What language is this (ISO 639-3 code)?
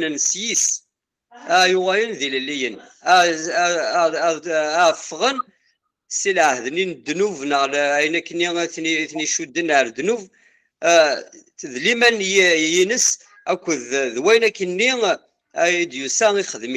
kab